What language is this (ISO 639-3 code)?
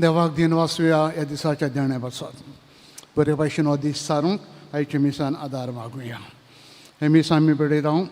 kok